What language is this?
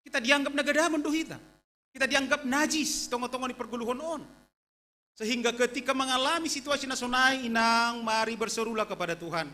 Batak Simalungun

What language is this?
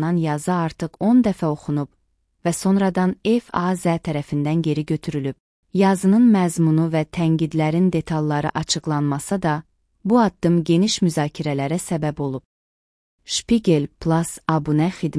Azerbaijani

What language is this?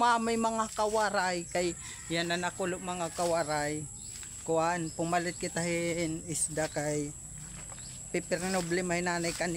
Waray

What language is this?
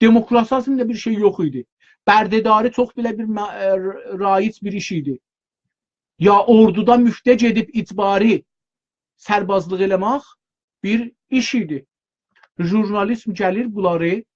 South Azerbaijani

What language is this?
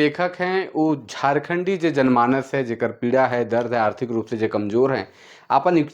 Sadri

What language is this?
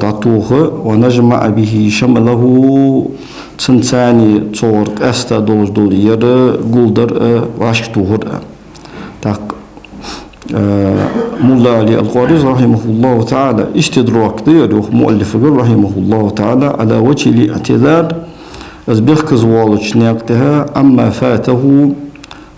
Ingush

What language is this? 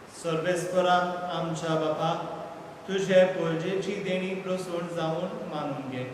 Konkani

